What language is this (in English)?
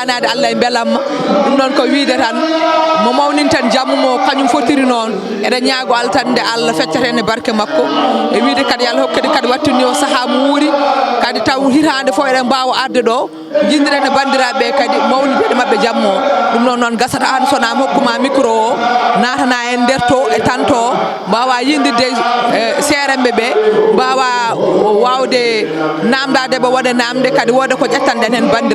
Fula